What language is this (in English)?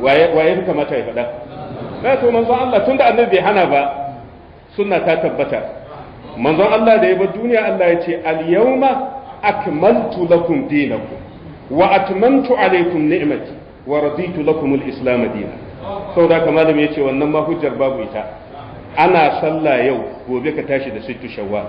Hausa